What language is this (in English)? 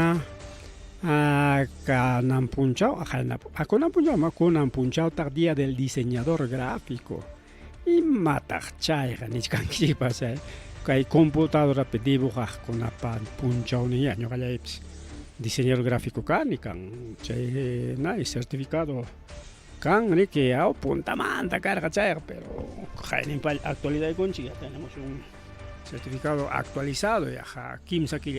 Ayacucho Quechua